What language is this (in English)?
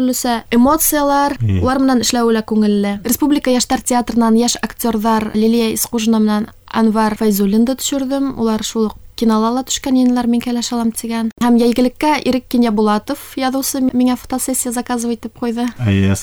Bashkir